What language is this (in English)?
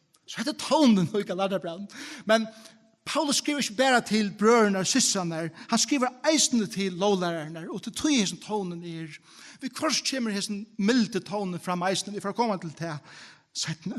Faroese